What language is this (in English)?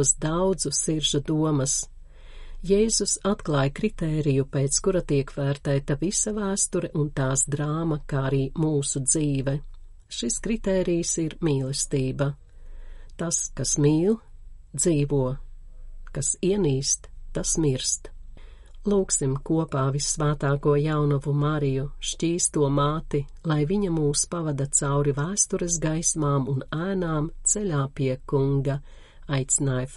Latvian